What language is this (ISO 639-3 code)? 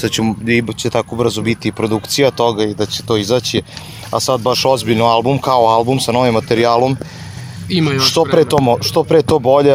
srp